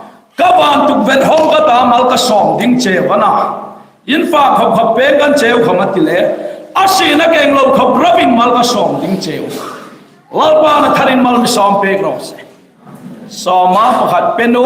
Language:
Hmar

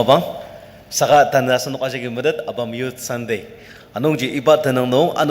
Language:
Ao Naga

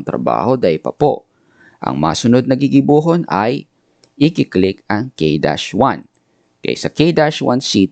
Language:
Bikol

